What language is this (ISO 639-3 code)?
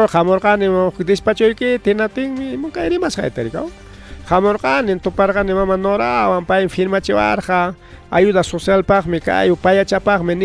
quy